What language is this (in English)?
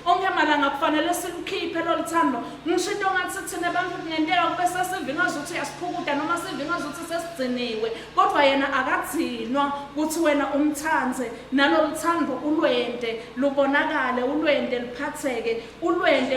Swati